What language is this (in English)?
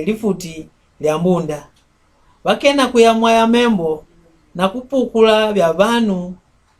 Mbunda